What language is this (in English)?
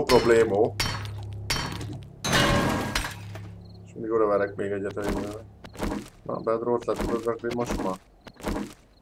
Hungarian